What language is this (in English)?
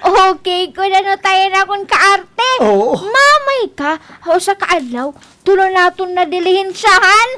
Waray